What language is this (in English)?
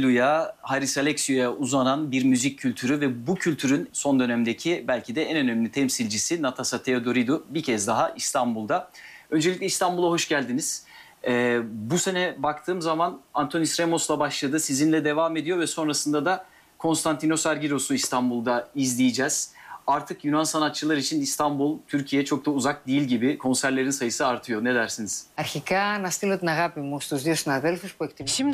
Turkish